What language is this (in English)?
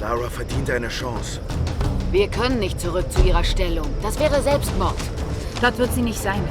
Bavarian